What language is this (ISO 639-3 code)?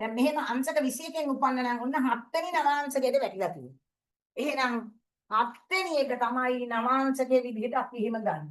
sin